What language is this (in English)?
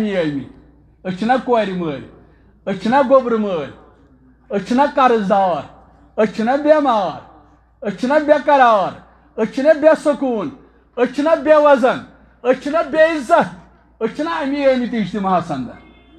Kashmiri